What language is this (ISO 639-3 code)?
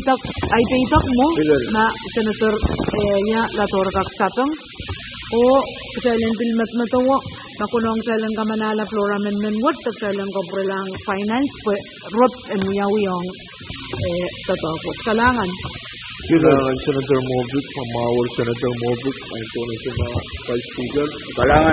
pon